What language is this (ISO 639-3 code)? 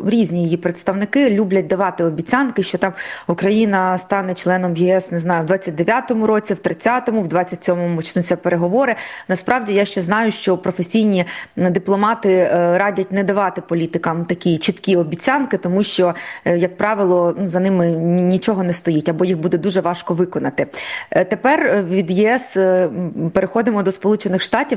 ukr